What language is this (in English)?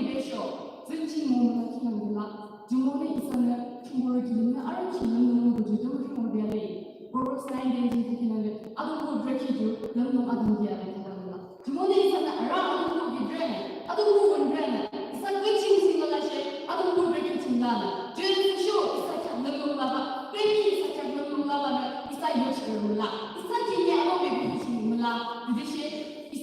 Yimchungru Naga